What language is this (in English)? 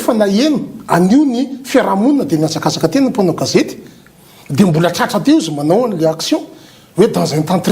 Malagasy